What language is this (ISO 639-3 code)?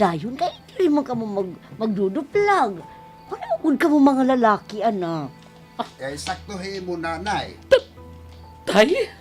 war